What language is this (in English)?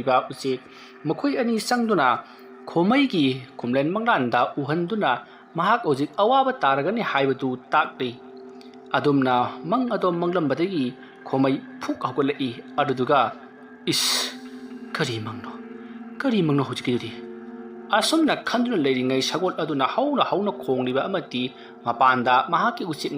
Manipuri